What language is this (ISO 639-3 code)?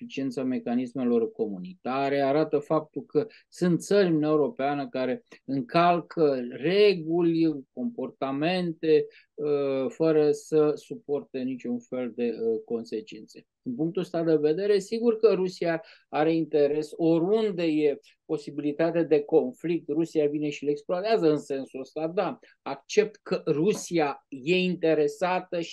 ron